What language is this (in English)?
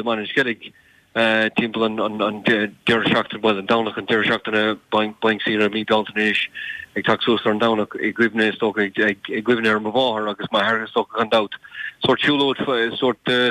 Irish